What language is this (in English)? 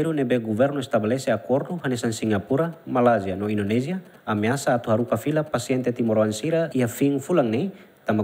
Tetum